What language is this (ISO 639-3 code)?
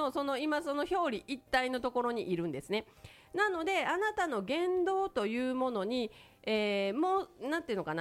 jpn